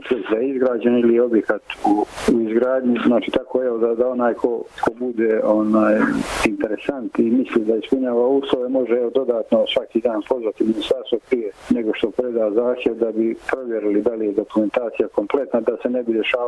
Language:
Bosnian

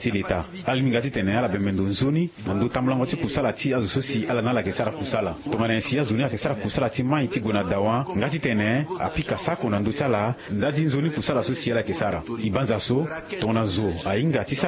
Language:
Sango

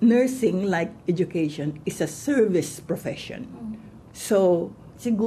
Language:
Filipino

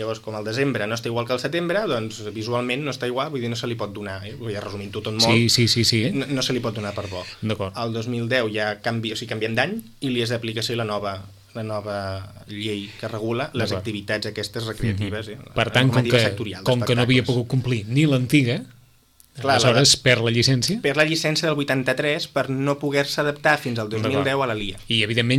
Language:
Catalan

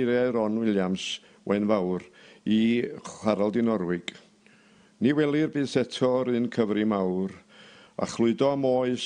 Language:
Welsh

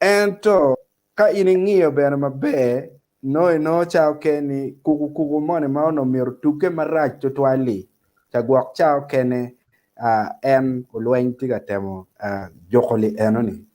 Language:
Acoli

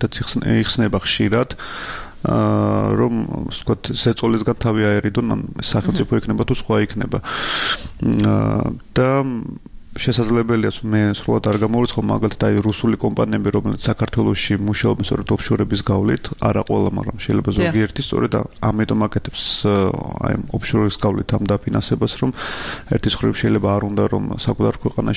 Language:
Georgian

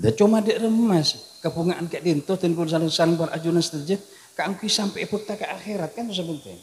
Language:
Madurese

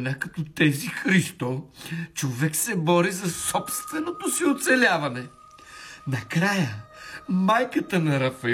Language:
Bulgarian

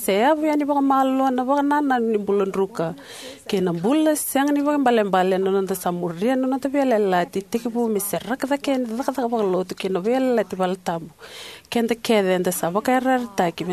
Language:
Fijian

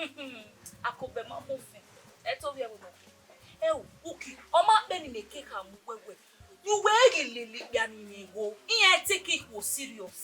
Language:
Bini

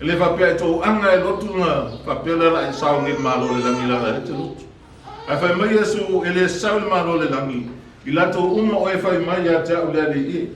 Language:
Samoan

